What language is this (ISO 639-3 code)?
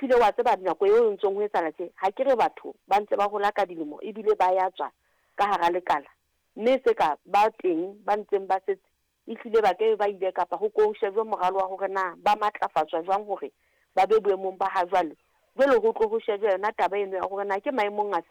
sot